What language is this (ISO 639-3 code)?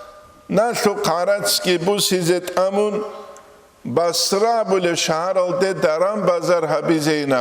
ava